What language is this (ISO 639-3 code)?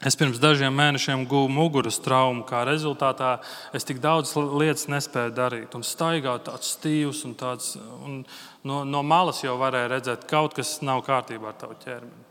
lav